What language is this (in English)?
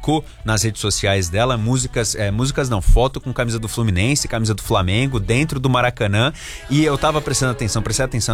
Portuguese